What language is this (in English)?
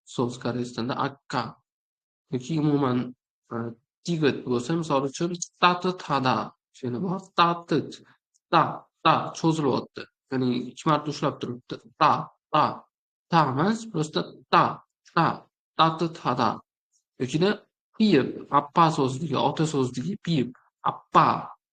Uzbek